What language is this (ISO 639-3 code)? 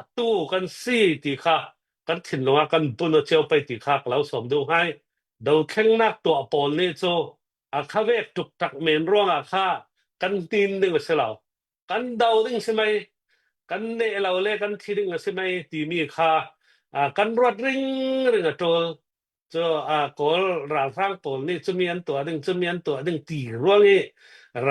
cnh